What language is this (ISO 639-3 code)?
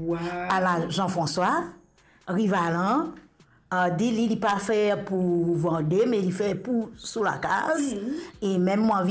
mfe